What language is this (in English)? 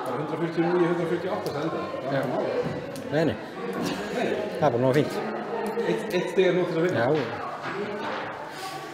Icelandic